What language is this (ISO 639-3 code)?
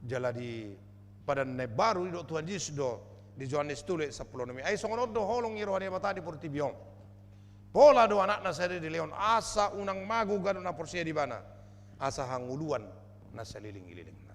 bbc